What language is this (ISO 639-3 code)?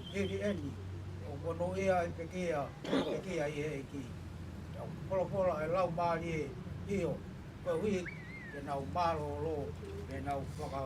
ton